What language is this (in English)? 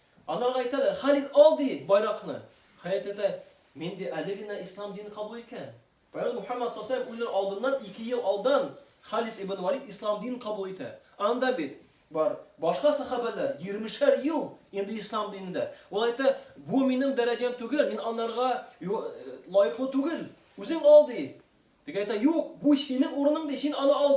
Tatar